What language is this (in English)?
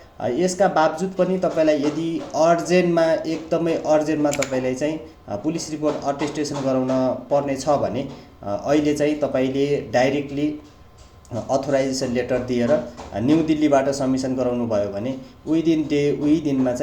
Nepali